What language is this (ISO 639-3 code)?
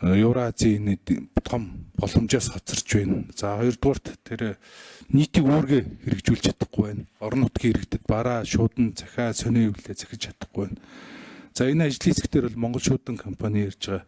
mon